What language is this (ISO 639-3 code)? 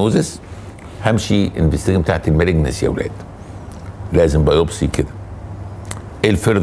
arz